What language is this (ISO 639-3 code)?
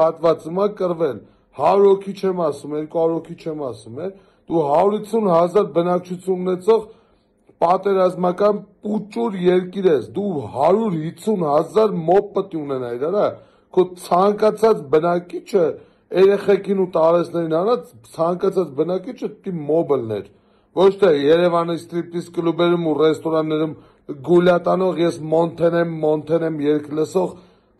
hye